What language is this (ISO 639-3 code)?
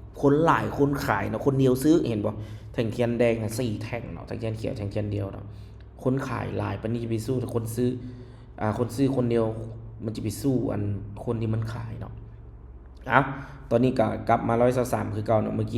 lao